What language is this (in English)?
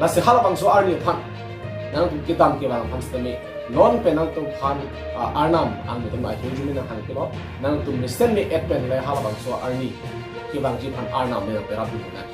Karbi